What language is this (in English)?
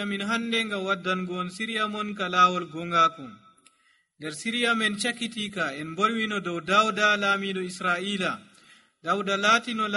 Nigerian Fulfulde